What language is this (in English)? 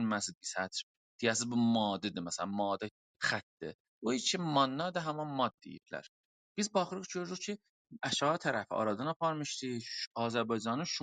South Azerbaijani